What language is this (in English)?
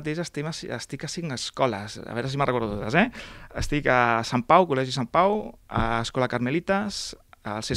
Catalan